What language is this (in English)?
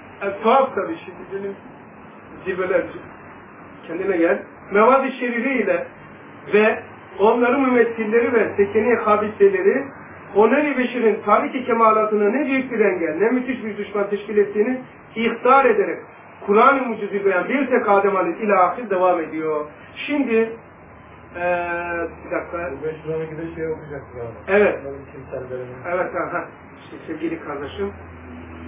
Turkish